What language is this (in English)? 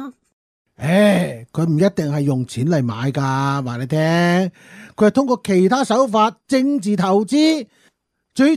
Cantonese